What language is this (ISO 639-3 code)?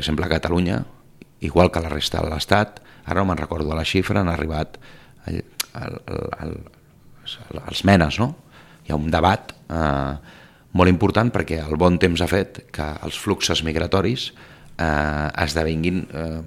cat